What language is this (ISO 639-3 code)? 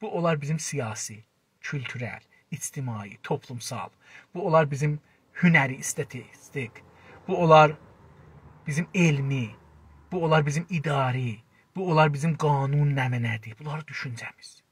azb